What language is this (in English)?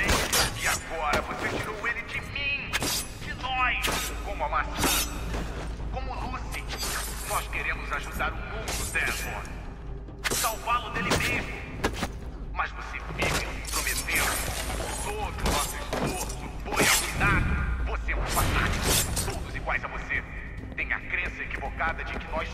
Portuguese